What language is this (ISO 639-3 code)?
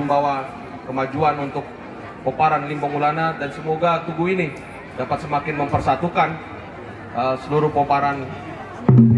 bbc